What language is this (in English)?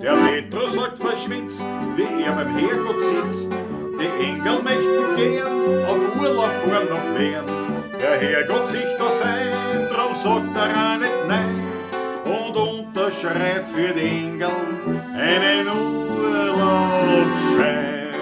Bavarian